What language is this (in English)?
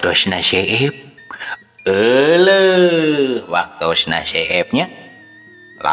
Sundanese